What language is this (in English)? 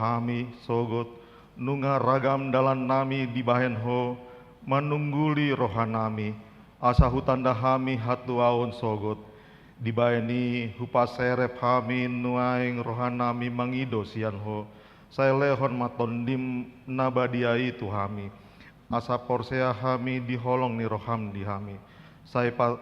Batak Toba